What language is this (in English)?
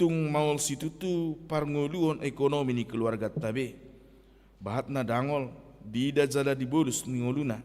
Batak Toba